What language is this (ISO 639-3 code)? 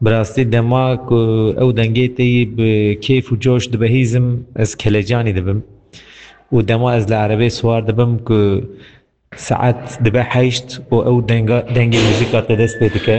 kur